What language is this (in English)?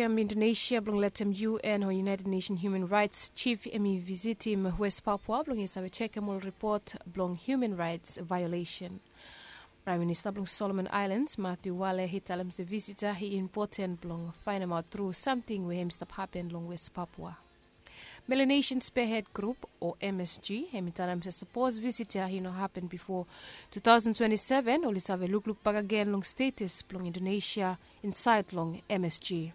Bislama